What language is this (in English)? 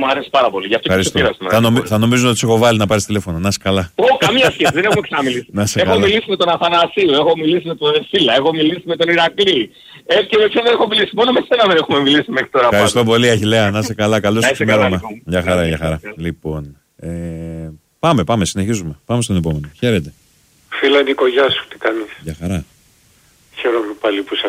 Greek